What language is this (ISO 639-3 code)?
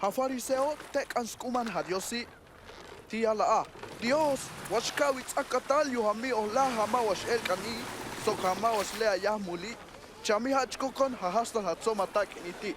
toj